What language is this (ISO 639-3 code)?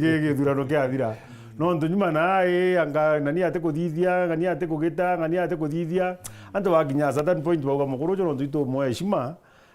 mer